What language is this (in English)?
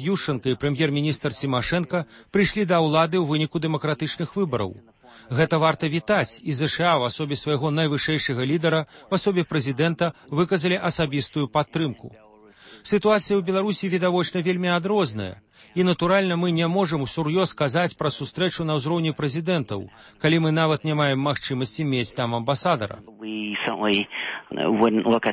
Belarusian